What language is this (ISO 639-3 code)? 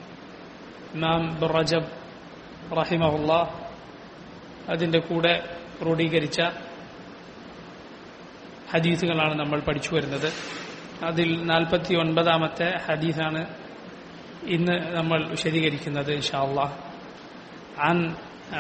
mal